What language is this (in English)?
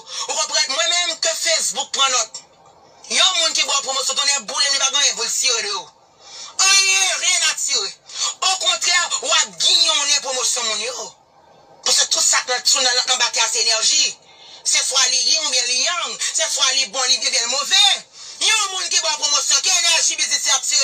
Haitian Creole